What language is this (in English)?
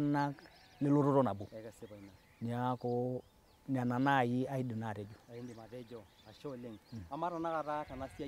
Masai